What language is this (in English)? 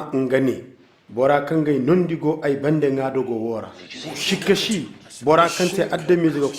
Zarma